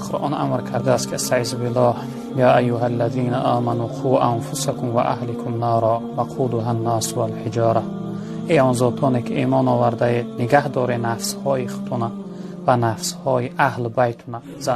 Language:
Tajik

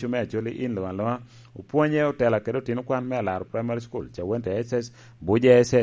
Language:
Lango (Uganda)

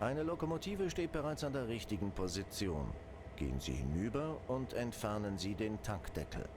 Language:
Bavarian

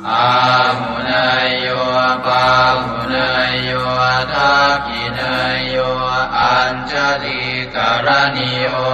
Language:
Pali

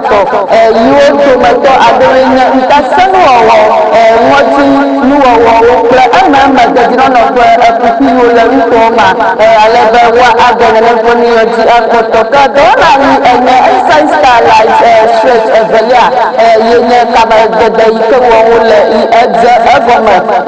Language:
Ewe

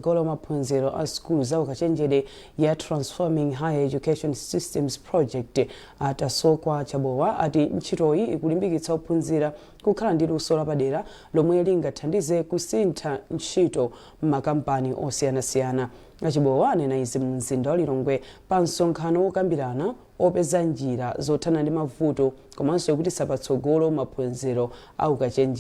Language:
Nyanja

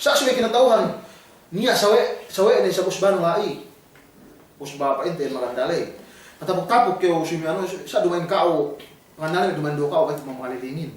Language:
Yakan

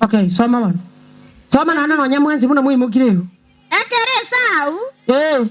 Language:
Gusii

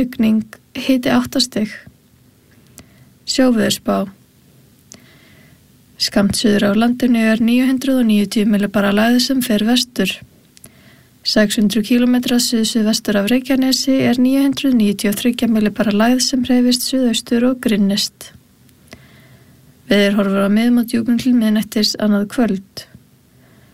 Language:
Icelandic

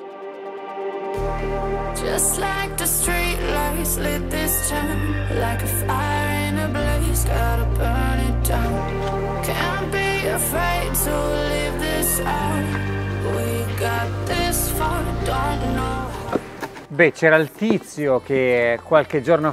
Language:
Italian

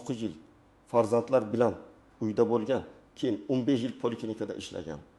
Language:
Uzbek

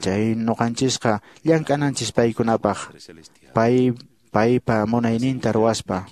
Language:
Quechua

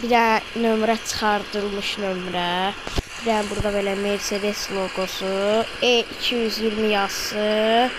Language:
Azerbaijani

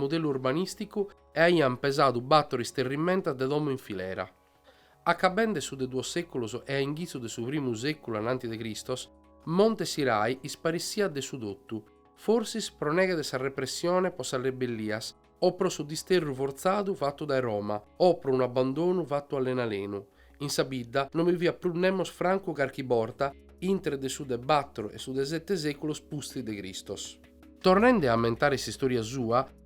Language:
Sardinian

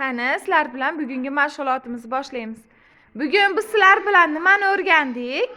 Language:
Uzbek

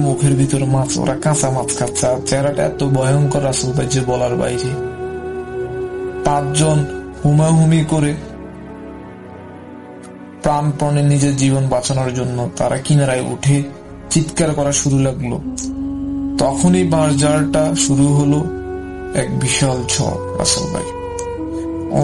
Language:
Bangla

